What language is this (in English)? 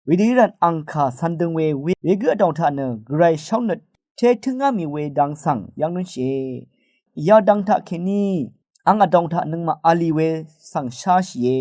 Rawang